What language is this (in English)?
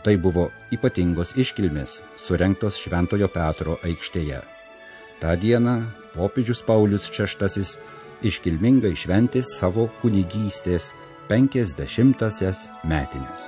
Lithuanian